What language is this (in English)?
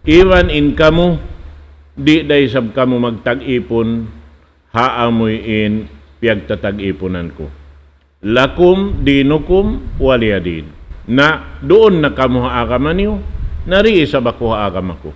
Tausug